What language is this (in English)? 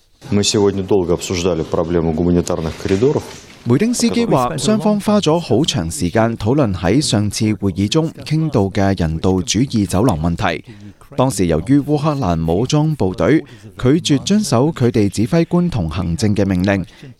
Cantonese